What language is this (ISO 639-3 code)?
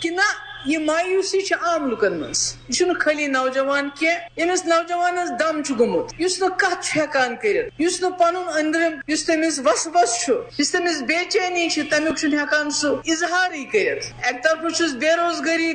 kas